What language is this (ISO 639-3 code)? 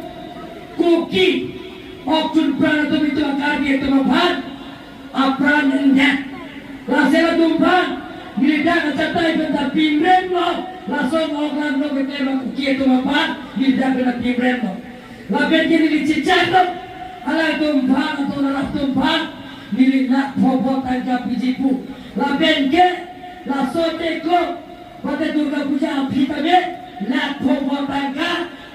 mjw